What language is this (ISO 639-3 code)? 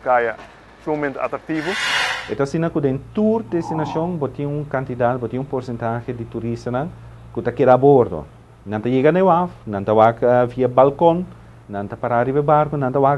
pap